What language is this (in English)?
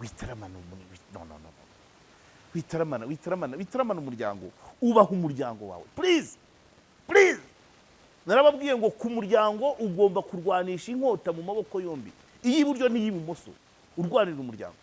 Kinyarwanda